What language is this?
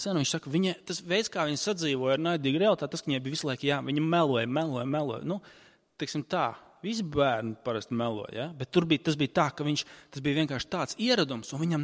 Latvian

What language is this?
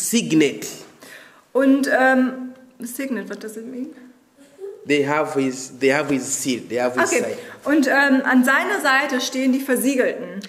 German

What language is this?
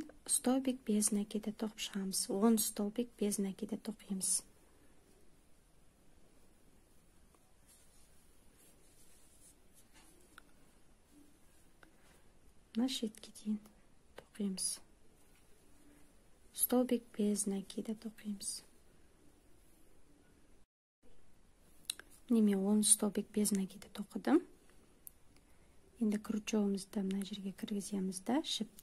Kazakh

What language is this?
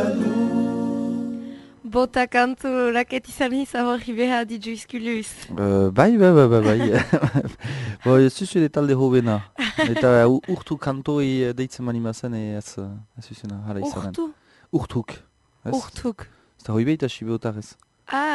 Basque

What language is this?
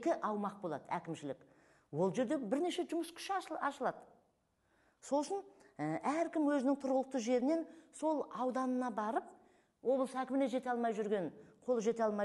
Kazakh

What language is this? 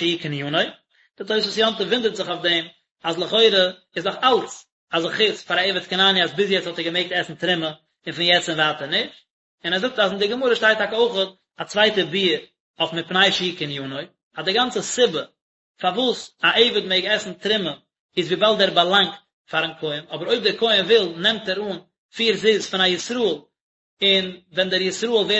Yiddish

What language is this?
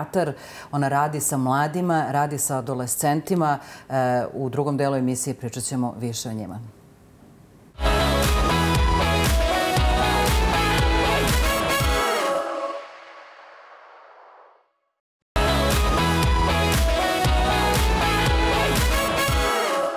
Serbian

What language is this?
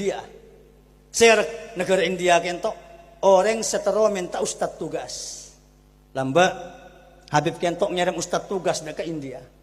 Madurese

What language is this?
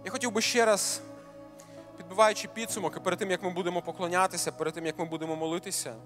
Ukrainian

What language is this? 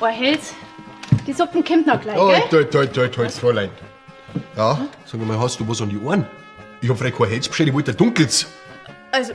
Bavarian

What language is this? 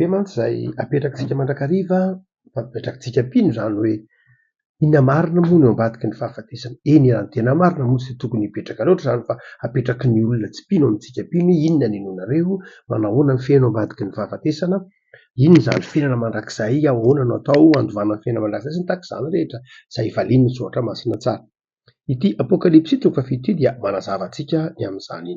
Malagasy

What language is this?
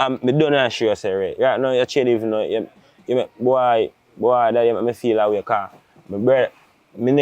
Jamaican Creole English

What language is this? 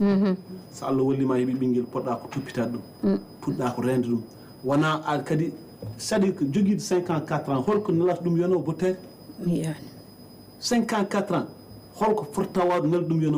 Fula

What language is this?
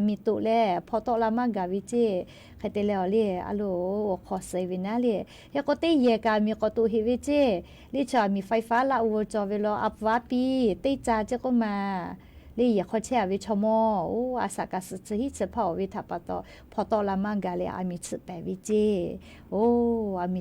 Lahu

